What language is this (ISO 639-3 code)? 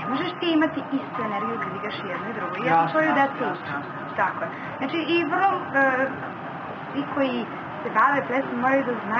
srp